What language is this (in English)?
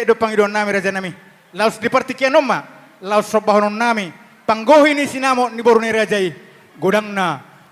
Batak Toba